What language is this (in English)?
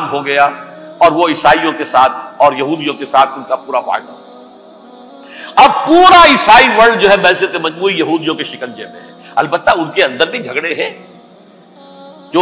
Urdu